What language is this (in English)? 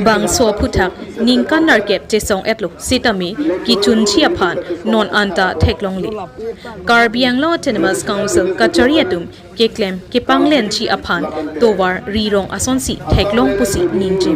Karbi